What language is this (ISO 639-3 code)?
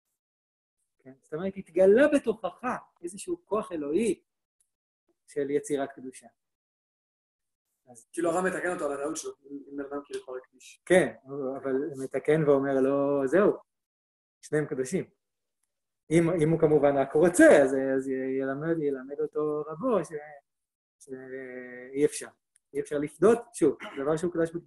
heb